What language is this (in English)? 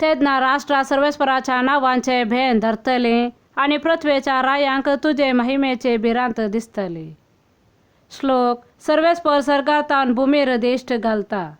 Konkani